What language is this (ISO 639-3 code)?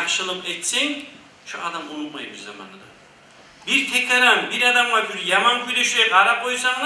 kum